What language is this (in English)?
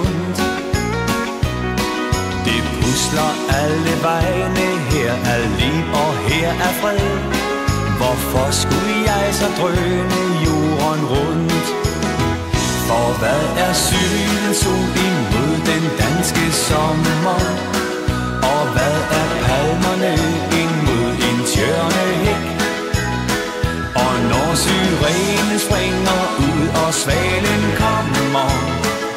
Danish